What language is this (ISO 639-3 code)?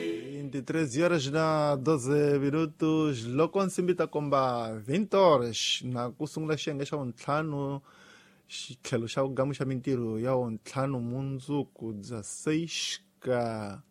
tso